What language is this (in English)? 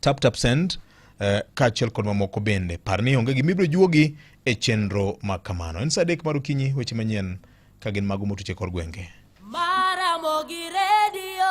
Luo (Kenya and Tanzania)